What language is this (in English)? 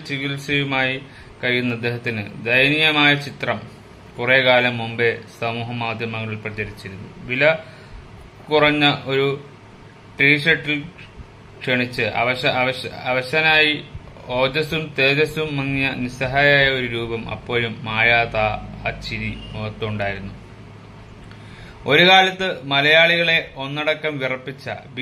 Malayalam